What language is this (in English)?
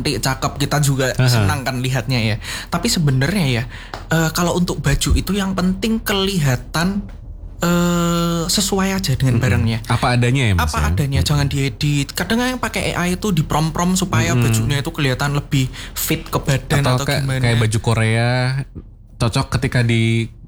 Indonesian